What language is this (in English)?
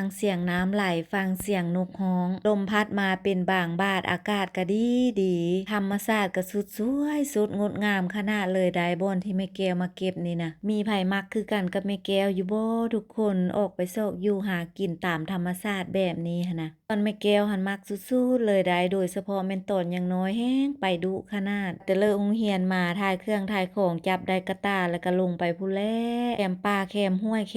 Lao